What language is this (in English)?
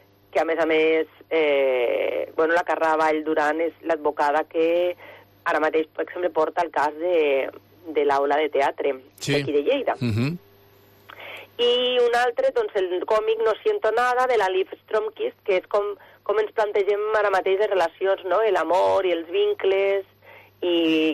Catalan